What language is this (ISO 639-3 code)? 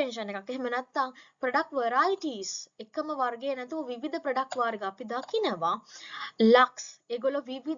sin